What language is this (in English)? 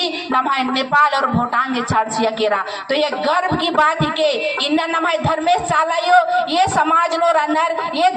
Kurukh